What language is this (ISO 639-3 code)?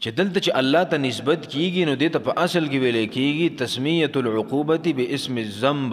pus